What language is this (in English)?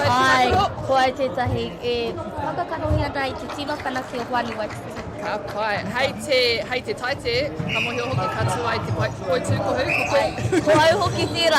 Māori